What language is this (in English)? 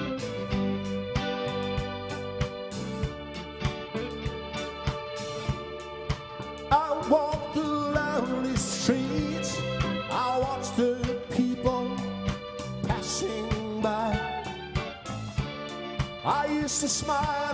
English